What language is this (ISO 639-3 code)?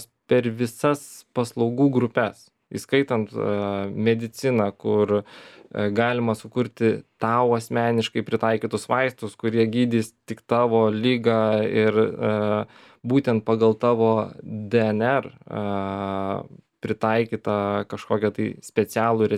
lit